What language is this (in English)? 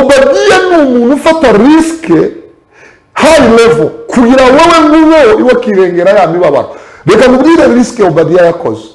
Kinyarwanda